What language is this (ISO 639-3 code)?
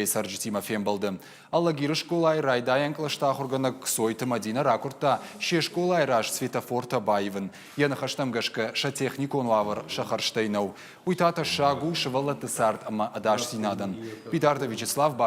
oss